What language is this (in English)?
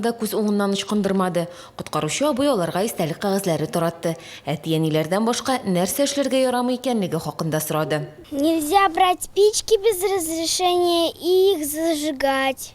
Tatar